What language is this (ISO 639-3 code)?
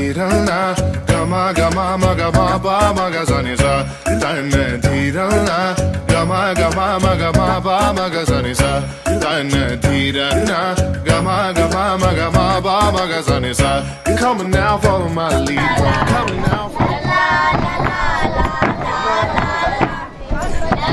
kan